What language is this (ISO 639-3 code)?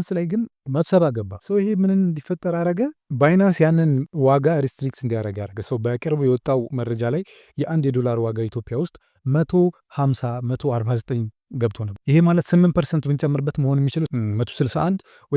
amh